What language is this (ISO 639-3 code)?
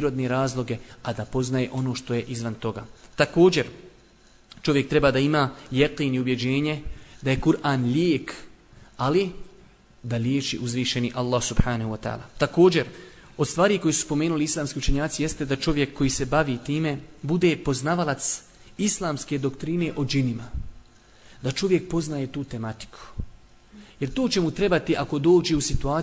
bos